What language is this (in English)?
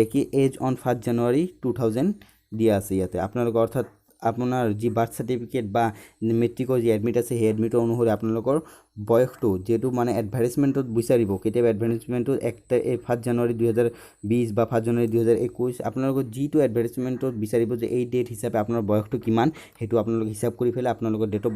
Assamese